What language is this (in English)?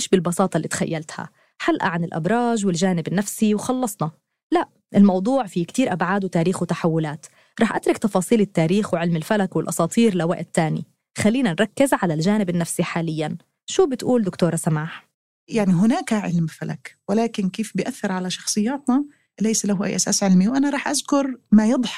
North Levantine Arabic